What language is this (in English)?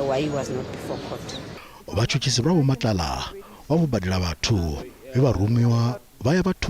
Venda